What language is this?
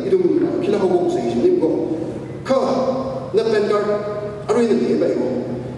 Tangkhul Naga (India)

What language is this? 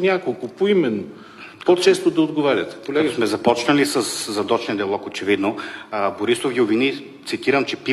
Bulgarian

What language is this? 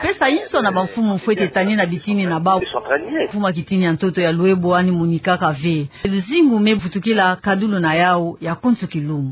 Kituba (Democratic Republic of Congo)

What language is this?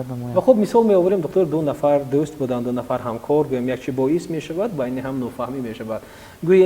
Tajik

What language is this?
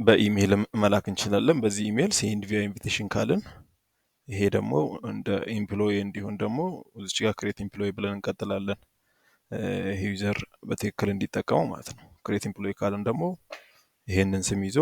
Amharic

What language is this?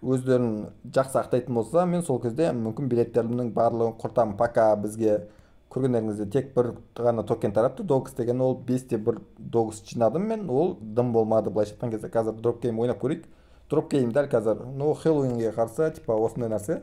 Kazakh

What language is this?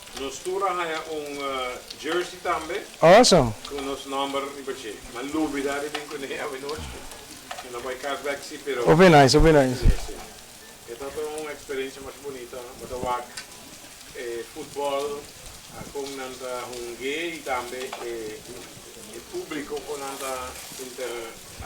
Papiamento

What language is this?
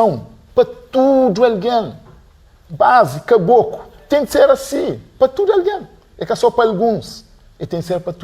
Kabuverdianu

